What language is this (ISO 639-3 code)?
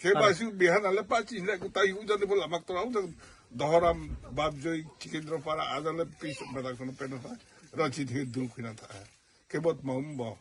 ria